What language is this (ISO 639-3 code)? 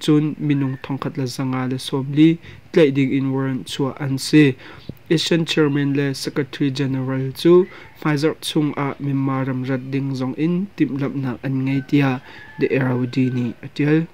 cnh